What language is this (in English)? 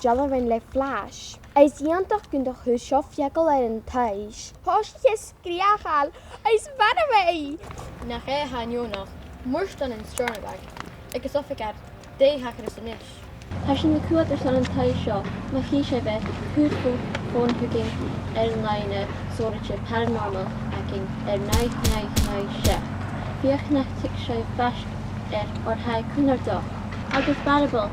Scottish Gaelic